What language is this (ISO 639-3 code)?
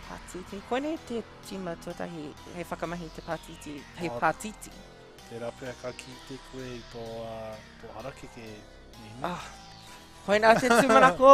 mri